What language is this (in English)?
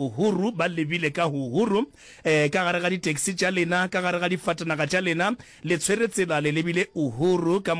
Northern Sotho